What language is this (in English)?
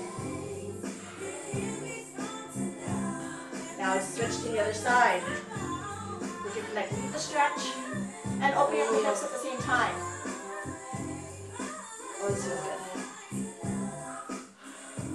English